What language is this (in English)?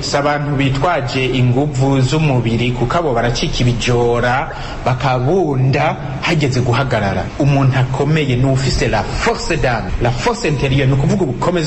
Rundi